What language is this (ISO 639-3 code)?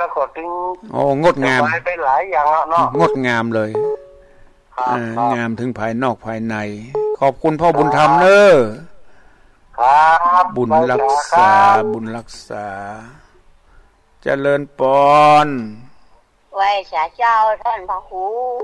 tha